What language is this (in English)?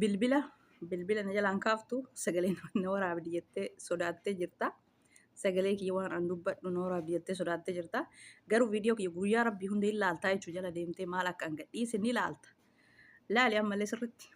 Oromo